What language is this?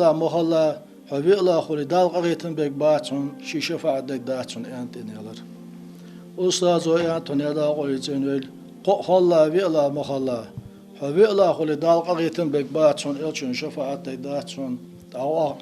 Ingush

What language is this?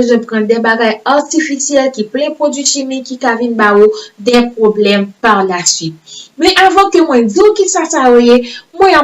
Haitian Creole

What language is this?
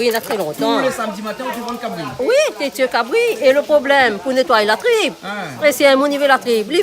Réunion Creole French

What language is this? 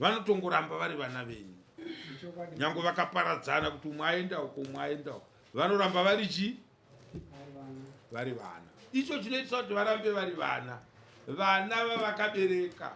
Shona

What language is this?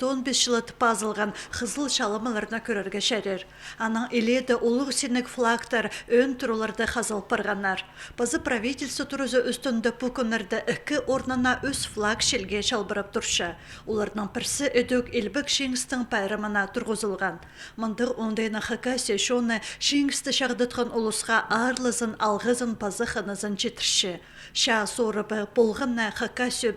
Khakas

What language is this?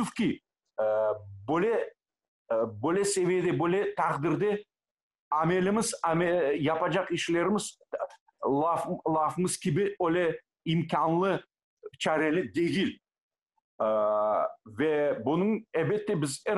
Crimean Tatar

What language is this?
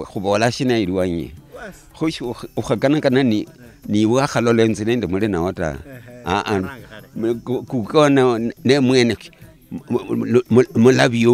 Luyia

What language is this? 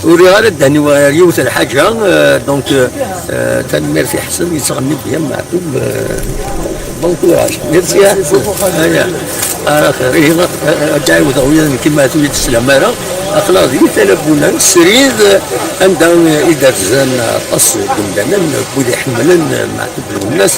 Kabyle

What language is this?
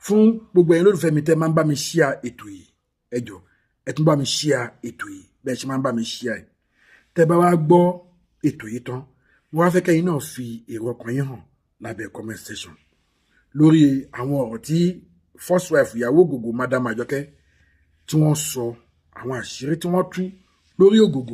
Yoruba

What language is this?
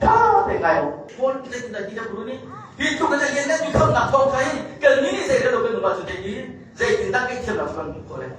Hakha Chin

